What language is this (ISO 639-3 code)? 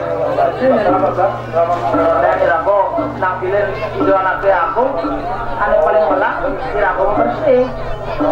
ban